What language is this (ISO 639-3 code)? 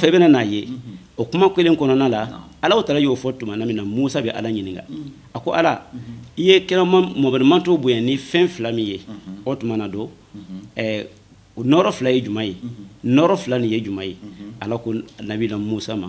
bam